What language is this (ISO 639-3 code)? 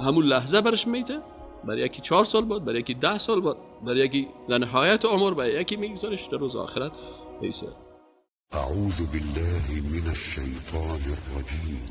fas